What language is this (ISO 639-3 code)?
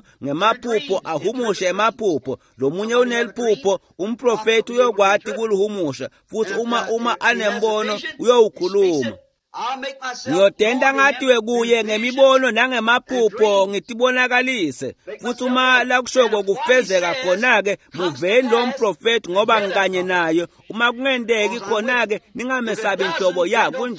ssw